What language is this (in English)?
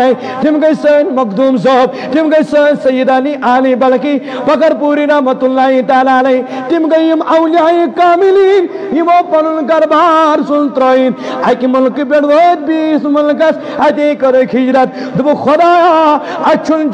Kashmiri